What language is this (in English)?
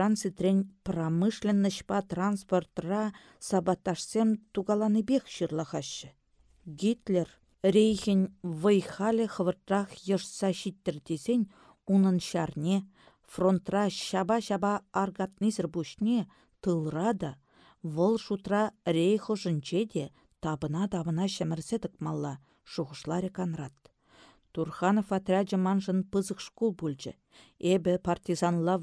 Chuvash